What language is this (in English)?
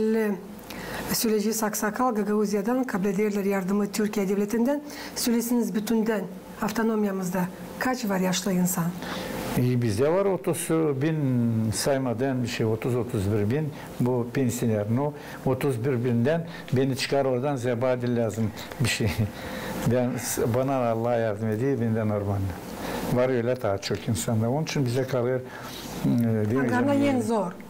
Gagauz